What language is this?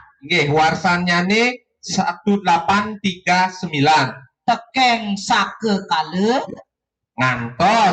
Balinese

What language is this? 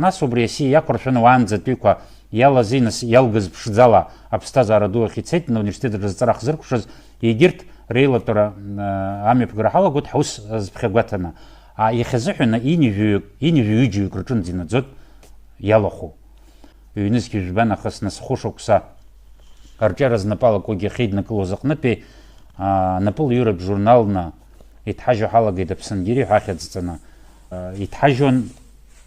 Abkhazian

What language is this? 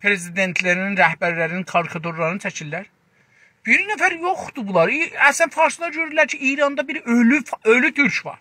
South Azerbaijani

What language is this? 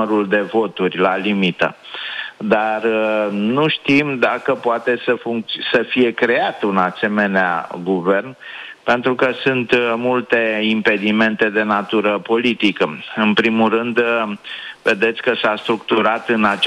Romanian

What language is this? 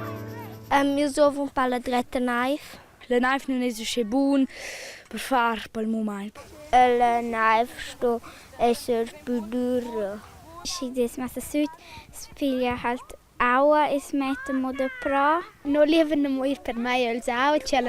Romansh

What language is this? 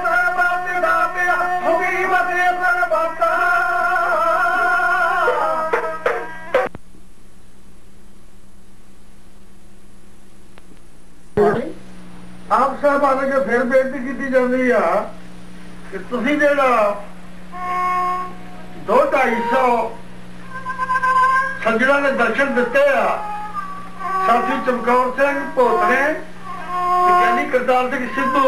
Punjabi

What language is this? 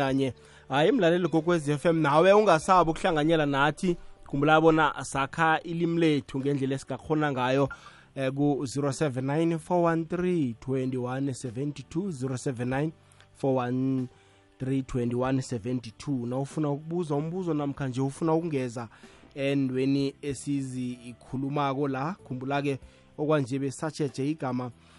South Ndebele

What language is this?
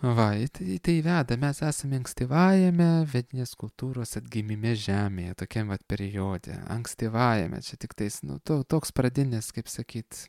Lithuanian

